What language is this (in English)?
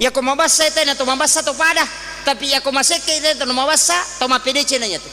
Buginese